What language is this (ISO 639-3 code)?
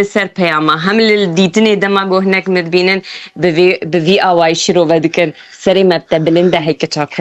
kur